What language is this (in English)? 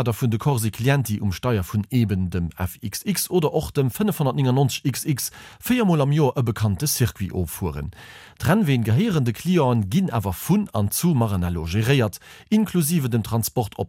Luxembourgish